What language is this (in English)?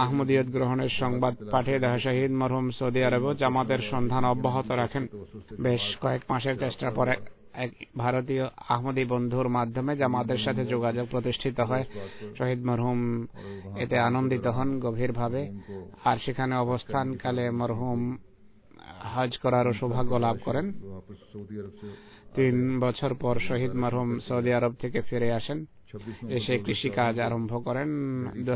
Bangla